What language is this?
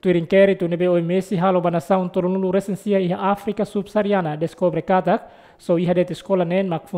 Tetum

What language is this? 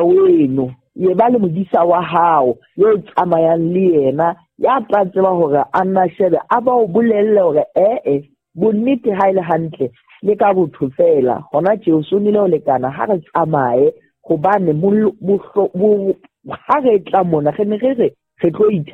Southern Sotho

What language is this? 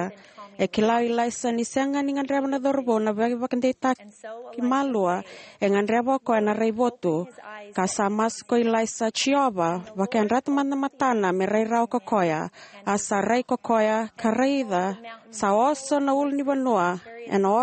Fijian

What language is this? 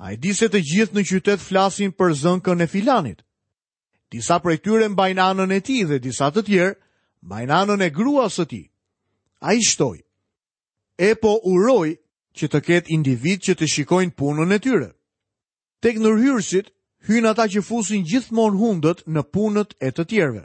Albanian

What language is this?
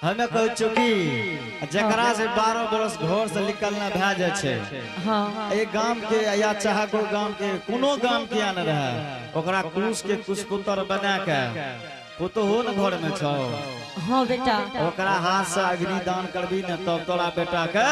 Angika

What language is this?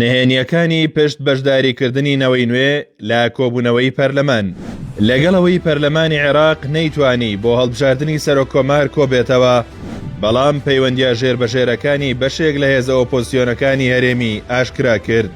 Central Kurdish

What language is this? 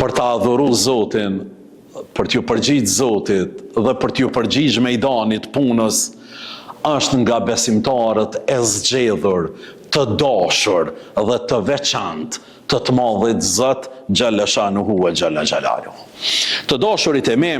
Albanian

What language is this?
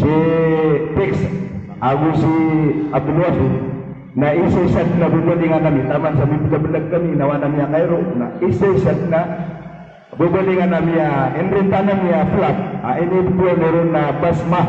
Maranao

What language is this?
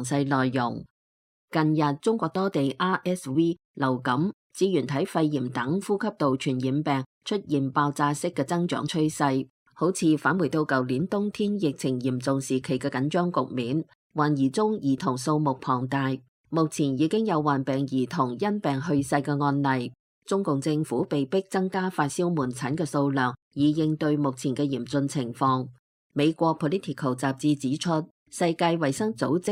Cantonese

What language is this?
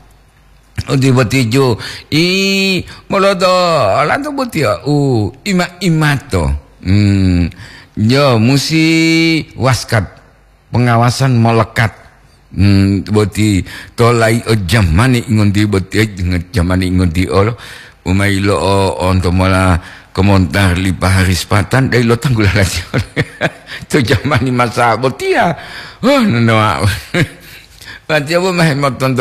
Gorontalo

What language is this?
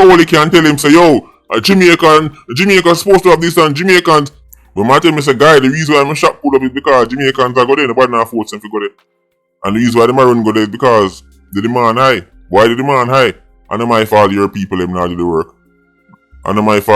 Jamaican Creole English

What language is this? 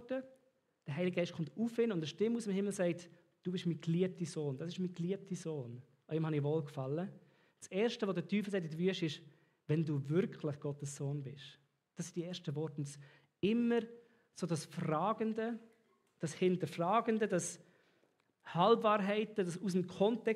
Swiss German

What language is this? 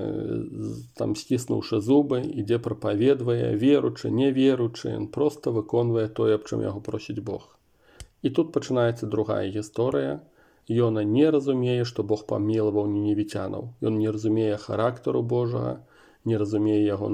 Belarusian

